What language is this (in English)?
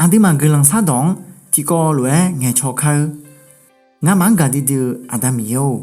Akha